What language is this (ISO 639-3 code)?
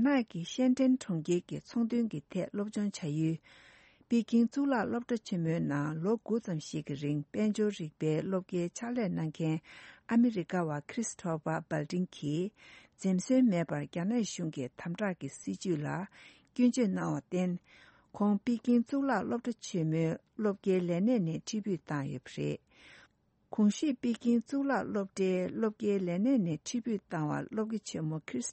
bod